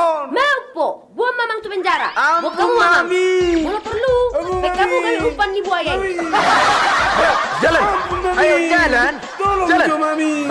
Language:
Batak Toba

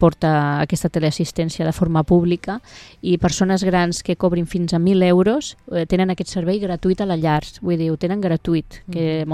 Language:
Catalan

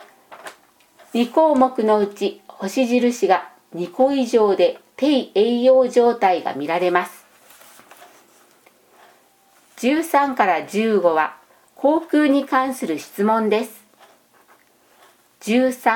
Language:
Japanese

